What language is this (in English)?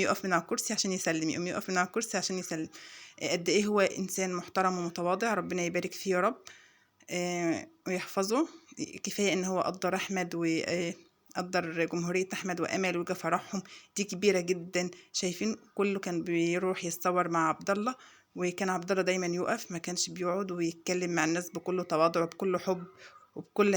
Egyptian Arabic